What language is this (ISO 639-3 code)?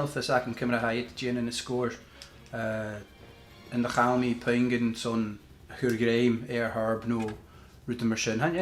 gla